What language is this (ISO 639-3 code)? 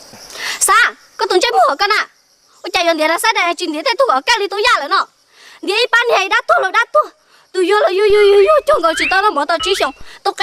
hmn